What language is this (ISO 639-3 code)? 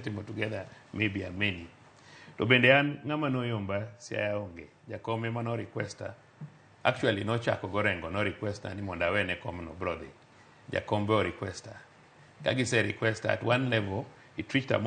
luo